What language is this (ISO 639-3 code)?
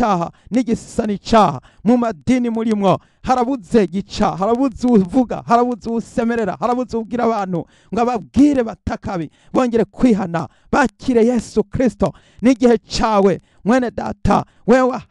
run